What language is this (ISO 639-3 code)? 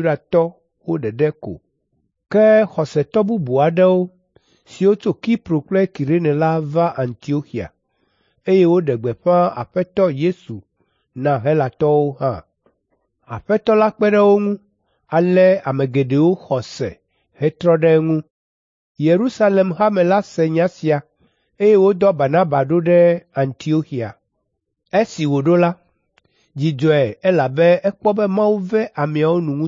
ewe